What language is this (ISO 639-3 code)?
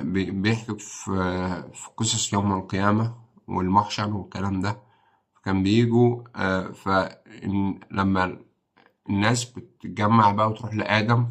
arz